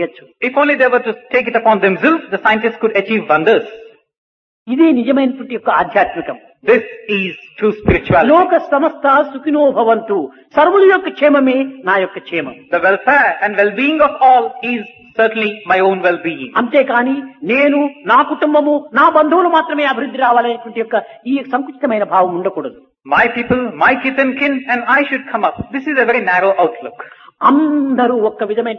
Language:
Telugu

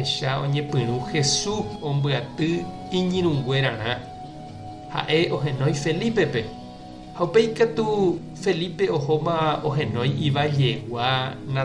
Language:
Guarani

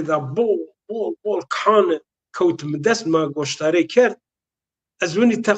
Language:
Zaza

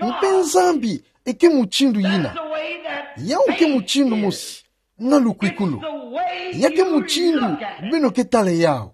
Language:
Kituba (Democratic Republic of Congo)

